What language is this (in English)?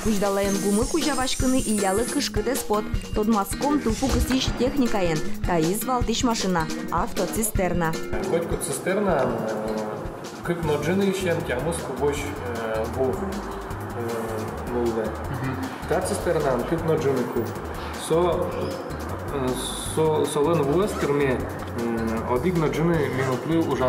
Udmurt